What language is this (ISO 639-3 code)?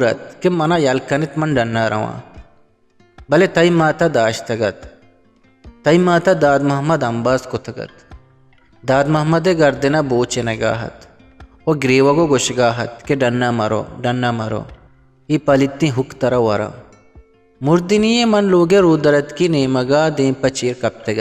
bgp